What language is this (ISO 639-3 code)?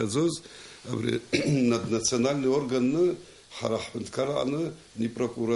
abk